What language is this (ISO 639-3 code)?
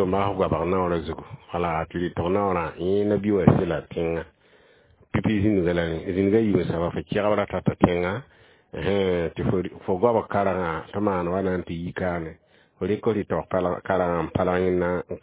mos